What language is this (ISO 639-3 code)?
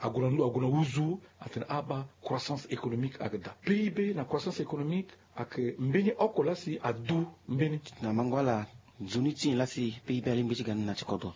sag